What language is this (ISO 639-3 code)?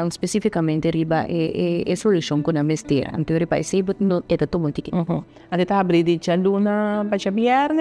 pap